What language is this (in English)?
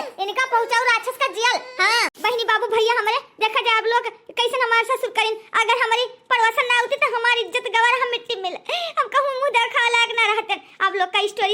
Awadhi